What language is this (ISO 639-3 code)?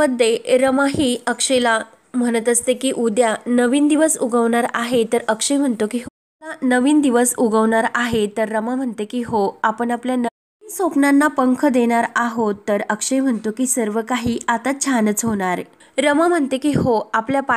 mar